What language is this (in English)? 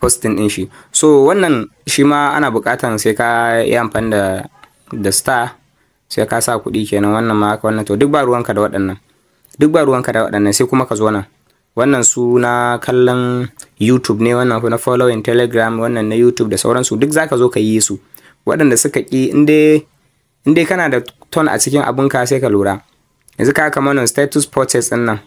Hausa